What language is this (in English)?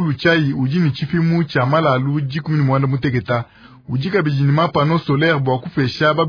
Luba-Lulua